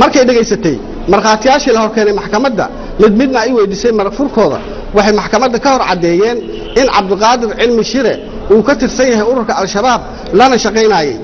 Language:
Somali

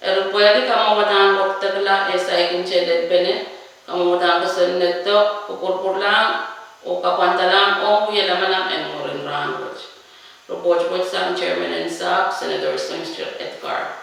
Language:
Pohnpeian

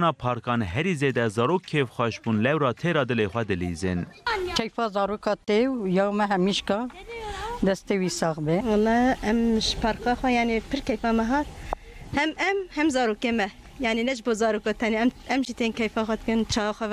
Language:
Kurdish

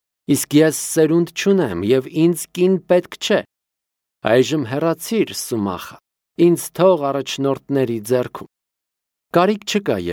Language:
Armenian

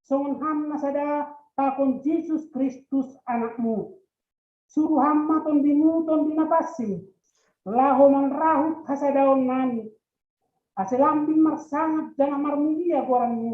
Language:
Batak Simalungun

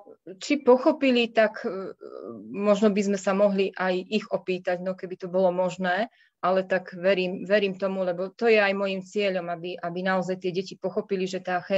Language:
Slovak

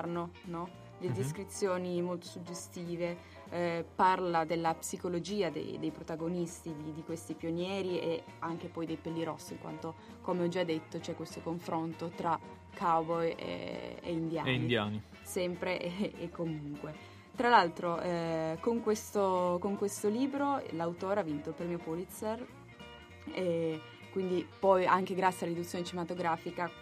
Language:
Italian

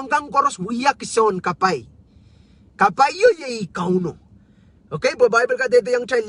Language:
Pohnpeian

